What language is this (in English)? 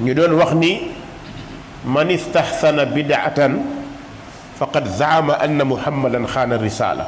Wolof